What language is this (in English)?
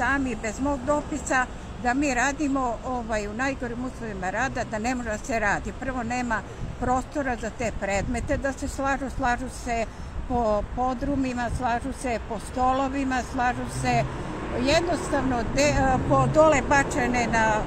Serbian